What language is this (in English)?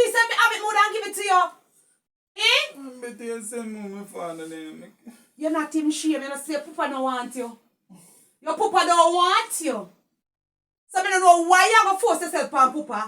Jamaican Creole English